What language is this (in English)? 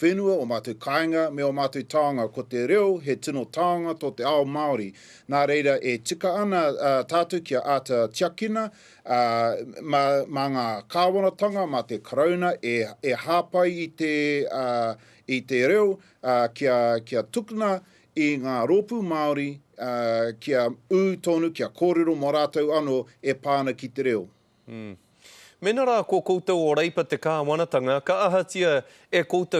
Māori